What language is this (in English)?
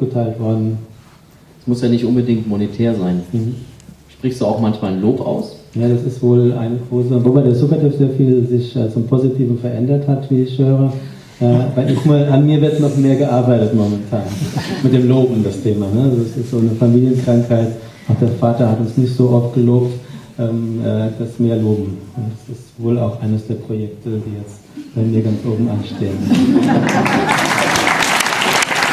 German